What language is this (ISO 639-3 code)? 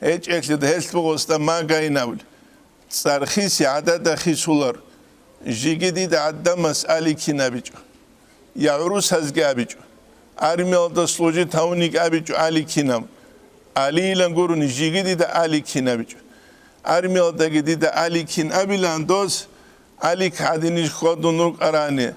ava